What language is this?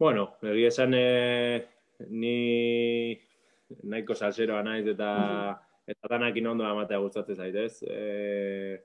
Basque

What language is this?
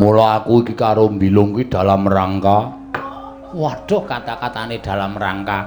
Javanese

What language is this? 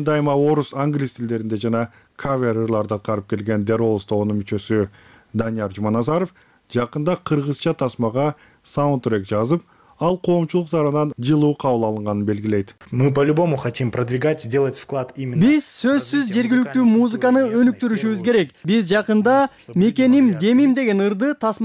Kyrgyz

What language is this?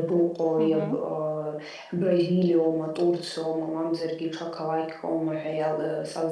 Abkhazian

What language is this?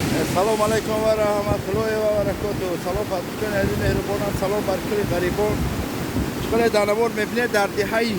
Tajik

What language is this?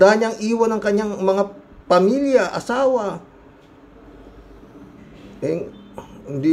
Filipino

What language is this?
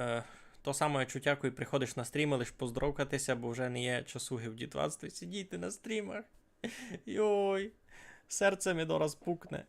Rusyn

